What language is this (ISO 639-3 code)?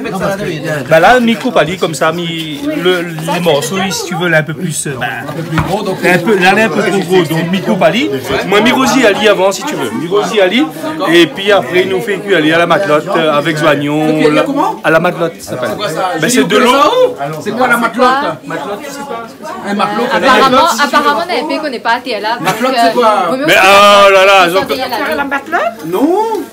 rcf